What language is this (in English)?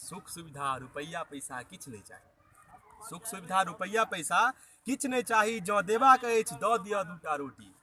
Maithili